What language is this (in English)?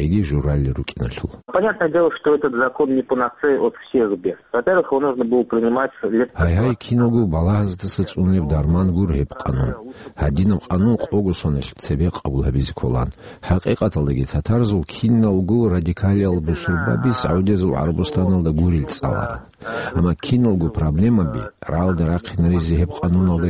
Avaric